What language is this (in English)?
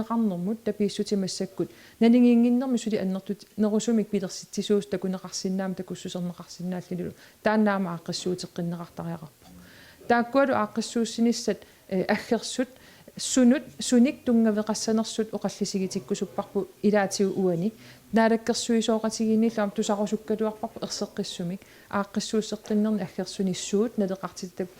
Kalaallisut